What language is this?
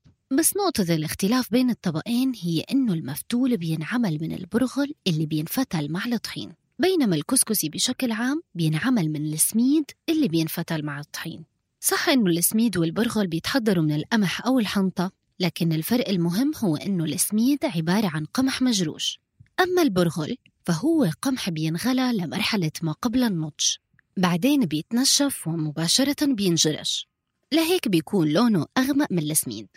North Levantine Arabic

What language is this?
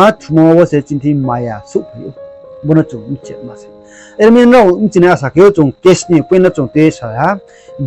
Riang (India)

